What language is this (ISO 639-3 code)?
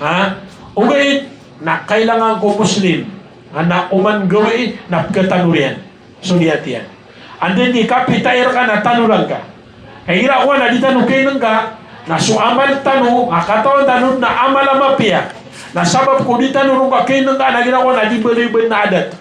mrw